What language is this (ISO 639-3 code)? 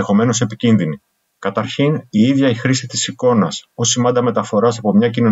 ell